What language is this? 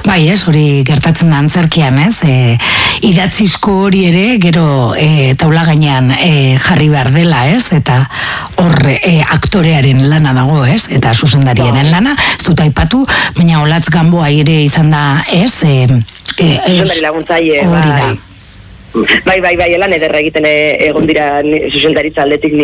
Basque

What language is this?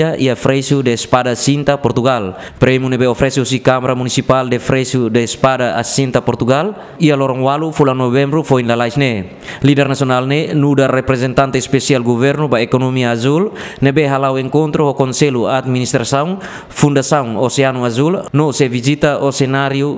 Tetum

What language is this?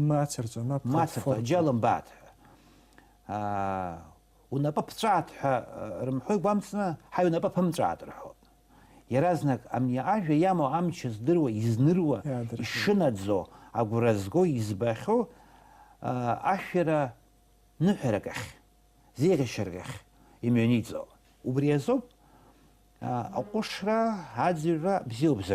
Abkhazian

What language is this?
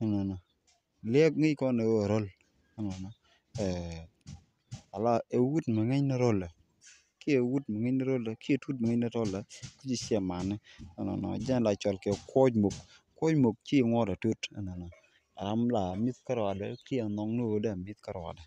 Nuer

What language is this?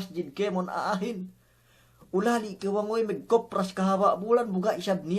Yakan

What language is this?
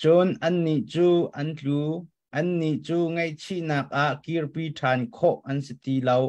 Hakha Chin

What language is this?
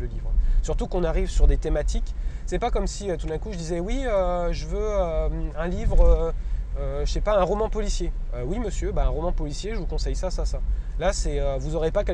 French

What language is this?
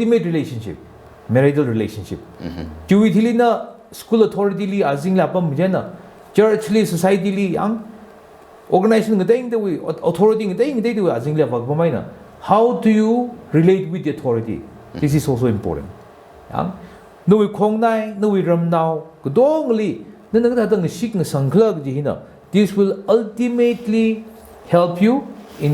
Tangkhul Naga (India)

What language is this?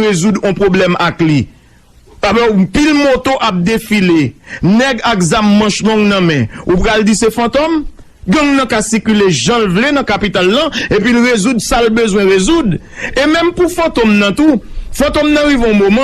Haitian Creole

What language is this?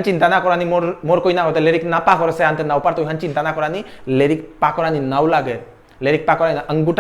Bishnupriya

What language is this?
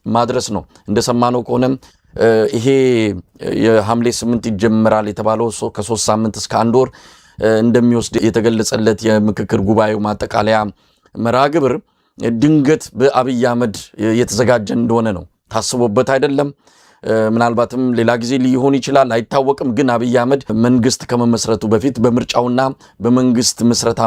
Amharic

